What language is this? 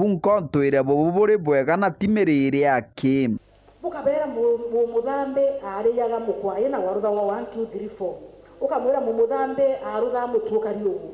Meru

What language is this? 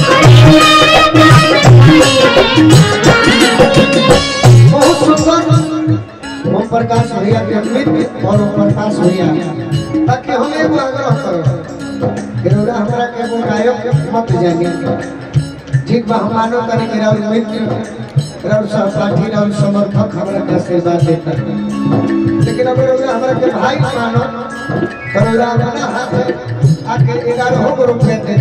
Bhojpuri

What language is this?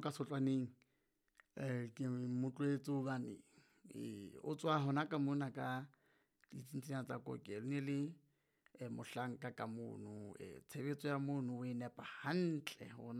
Southern Sotho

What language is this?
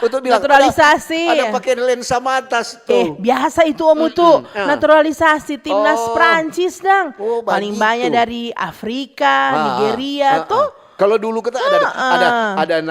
Manado Malay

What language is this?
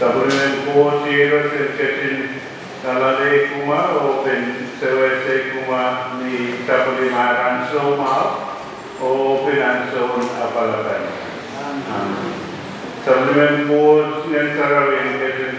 Pohnpeian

